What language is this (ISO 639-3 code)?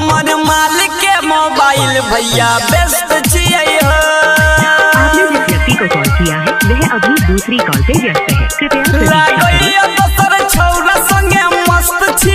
mai